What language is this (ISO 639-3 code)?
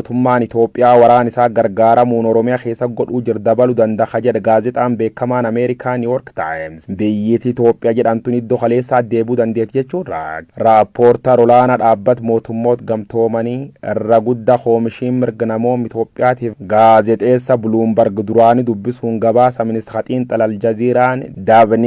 orm